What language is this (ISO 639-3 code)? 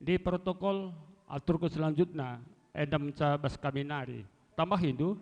btx